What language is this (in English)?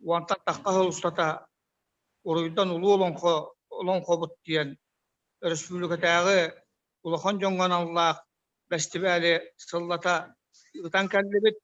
Yakut